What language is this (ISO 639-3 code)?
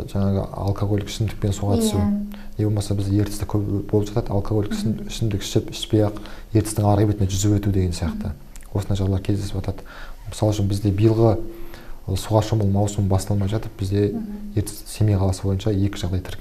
kaz